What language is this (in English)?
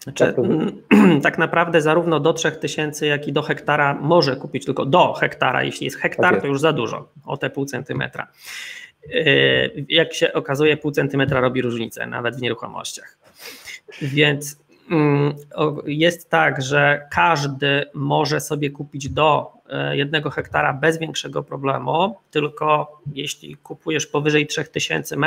Polish